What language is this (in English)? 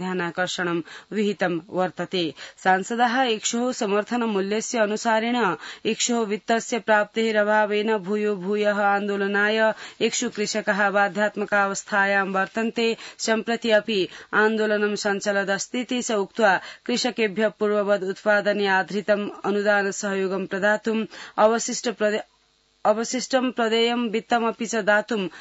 Sanskrit